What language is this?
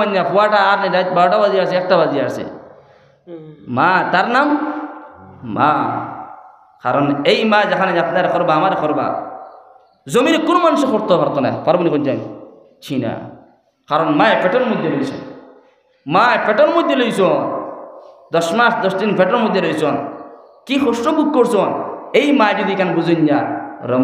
Sylheti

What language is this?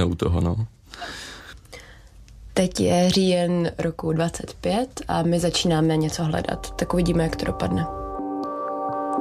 Czech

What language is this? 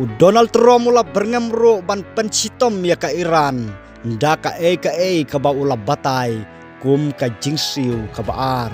Khasi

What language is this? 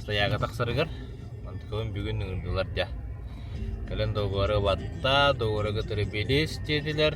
Yakut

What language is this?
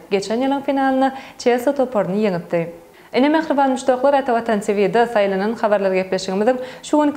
Turkmen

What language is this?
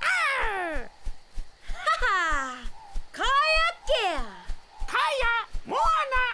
Māori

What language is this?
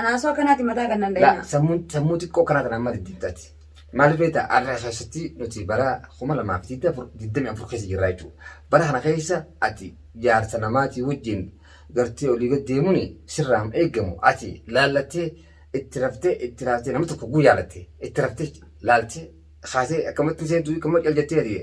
Oromo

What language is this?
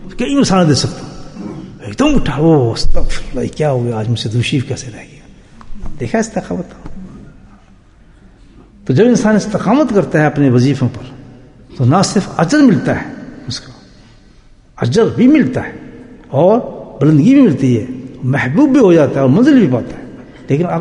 Urdu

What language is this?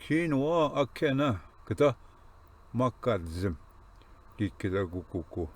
Ojibwa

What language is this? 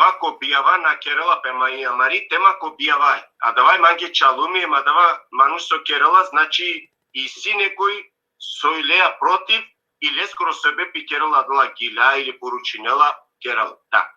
Balkan Romani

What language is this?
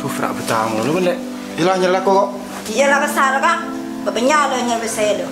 Madurese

